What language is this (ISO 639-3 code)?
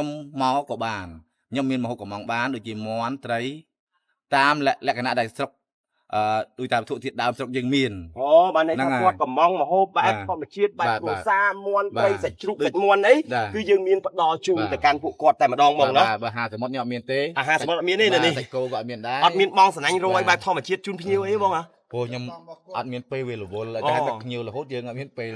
khm